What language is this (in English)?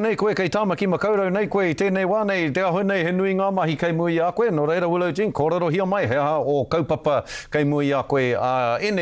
Māori